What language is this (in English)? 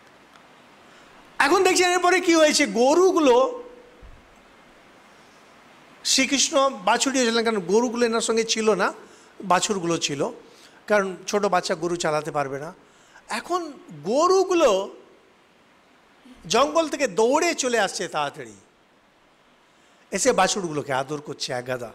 Bangla